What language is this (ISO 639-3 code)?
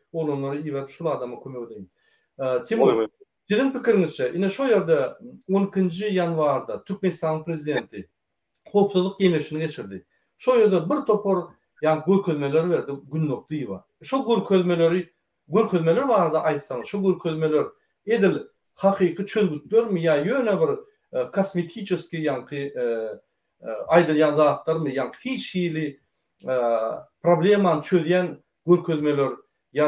tuk